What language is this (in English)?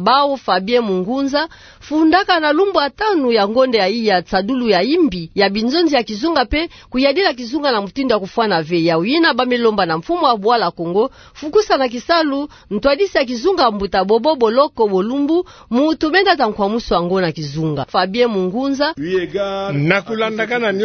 Kituba (Democratic Republic of Congo)